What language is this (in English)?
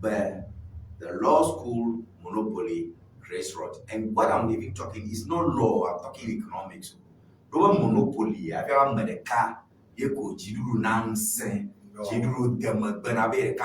Ewe